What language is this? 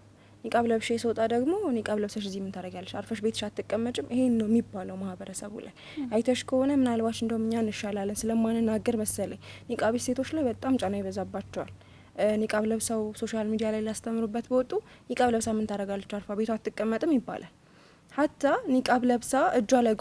Amharic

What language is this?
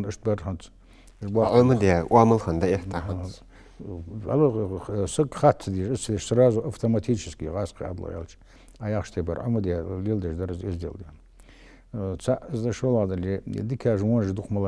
Ingush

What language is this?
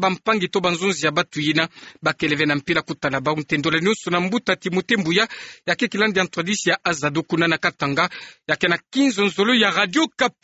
Kituba (Democratic Republic of Congo)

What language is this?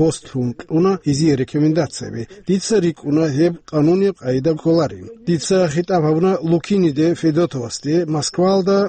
Avaric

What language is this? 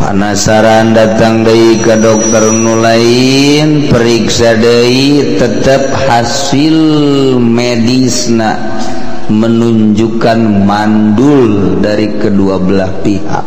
Sundanese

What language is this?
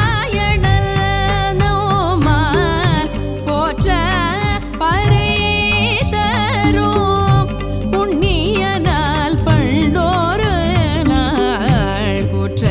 Tamil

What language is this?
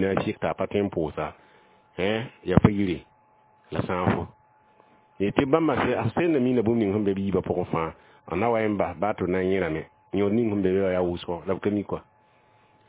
Mossi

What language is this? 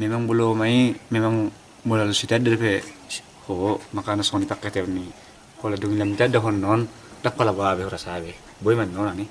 Batak Toba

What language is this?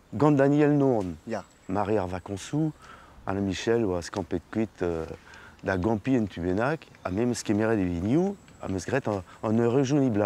Breton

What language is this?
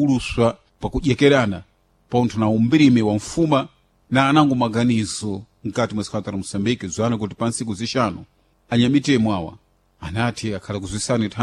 Sena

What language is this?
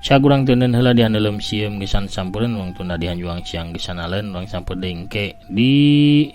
Sundanese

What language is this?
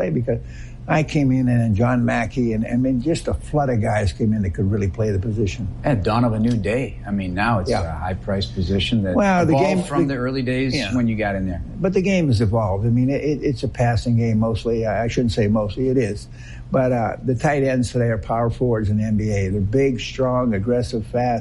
English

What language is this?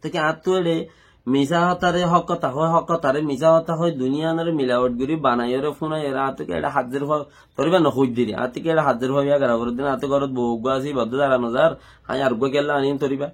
Rohingya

